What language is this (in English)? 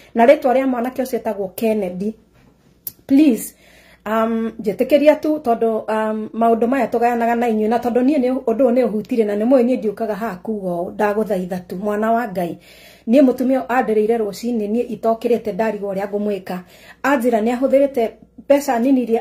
Kikuyu